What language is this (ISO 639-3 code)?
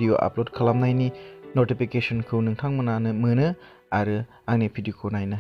brx